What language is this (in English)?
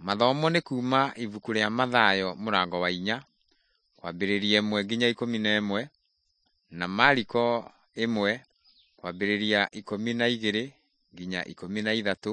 Kikuyu